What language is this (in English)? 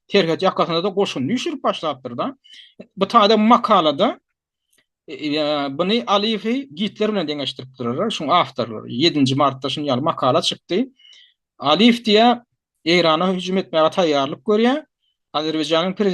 Turkmen